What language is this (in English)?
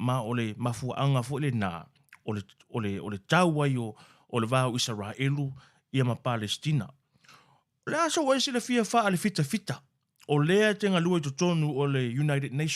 Samoan